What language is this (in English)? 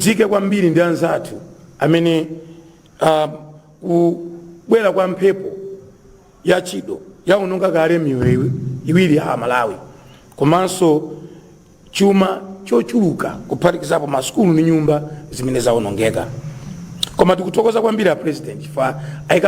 Nyanja